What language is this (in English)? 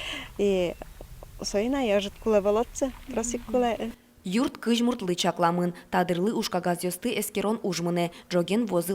Udmurt